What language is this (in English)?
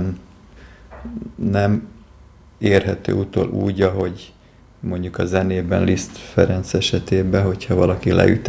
Hungarian